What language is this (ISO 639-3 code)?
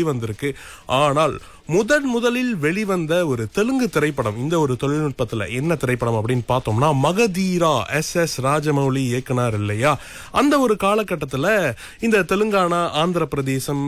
tam